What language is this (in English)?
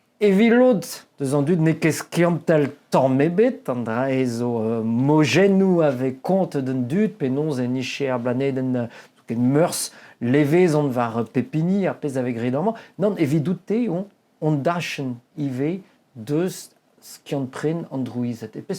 Breton